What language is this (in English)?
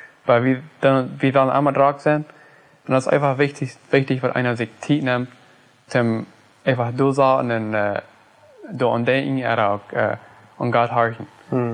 Plautdietsch